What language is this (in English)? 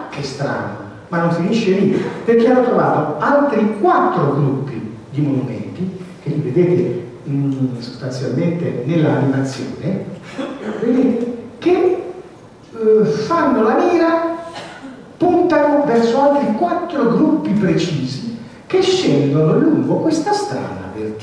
Italian